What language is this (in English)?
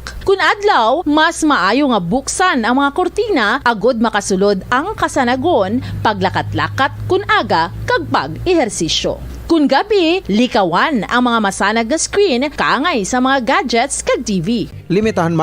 Hiligaynon